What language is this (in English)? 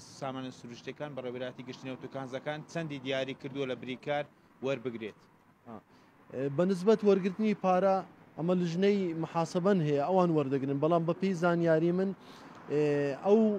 Central Kurdish